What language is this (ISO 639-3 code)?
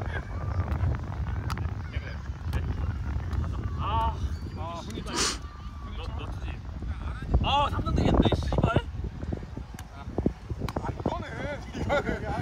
kor